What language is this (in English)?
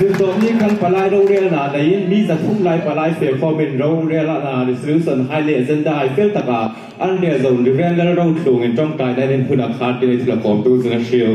Hmar